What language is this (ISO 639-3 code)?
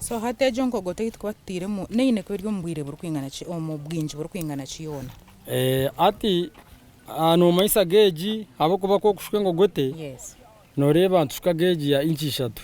nyn